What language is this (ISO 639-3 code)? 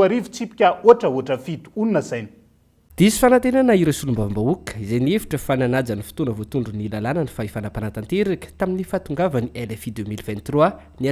mlg